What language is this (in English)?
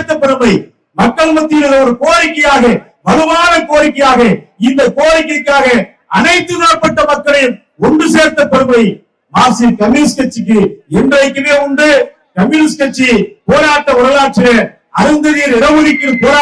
Tamil